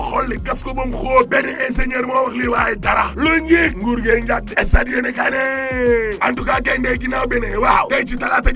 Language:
Wolof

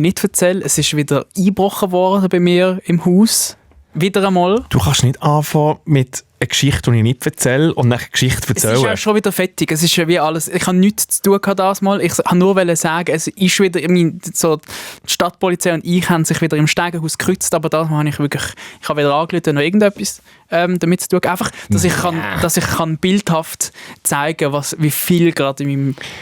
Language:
Swiss German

